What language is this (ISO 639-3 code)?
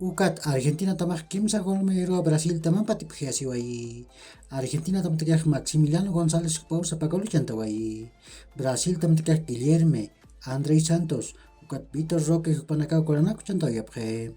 aym